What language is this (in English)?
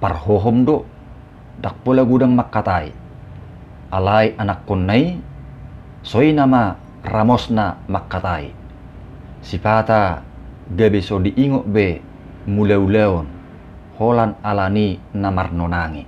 Batak Toba